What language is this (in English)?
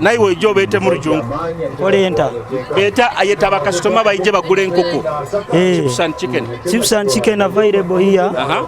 Nyoro